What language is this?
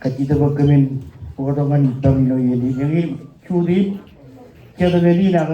Marshallese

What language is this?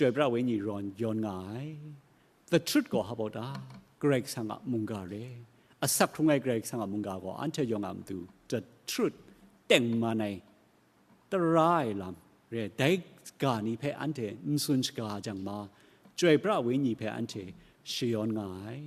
Kachin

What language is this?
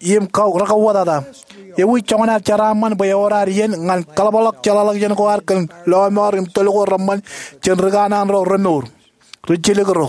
Marshallese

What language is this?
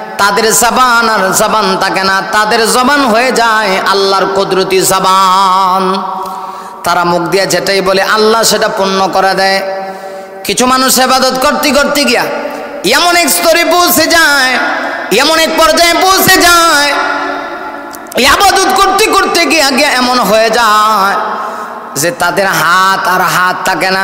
Bangla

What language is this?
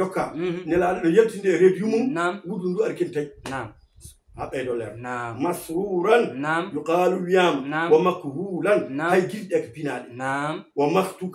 Fula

